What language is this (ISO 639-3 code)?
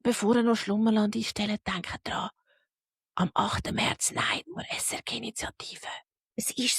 gsw